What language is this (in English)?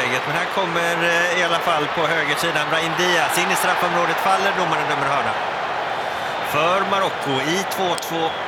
Swedish